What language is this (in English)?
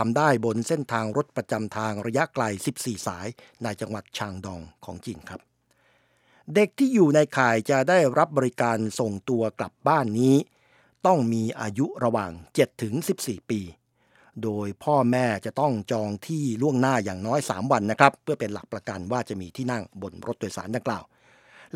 Thai